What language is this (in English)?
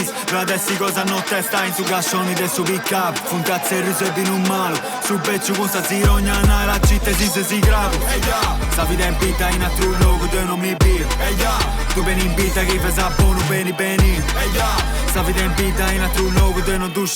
Sardinian